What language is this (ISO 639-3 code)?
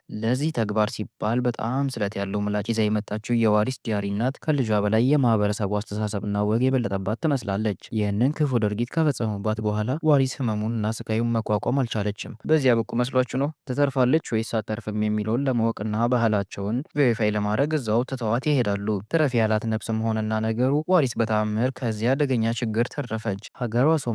amh